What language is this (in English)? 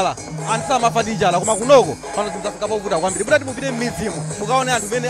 Nyanja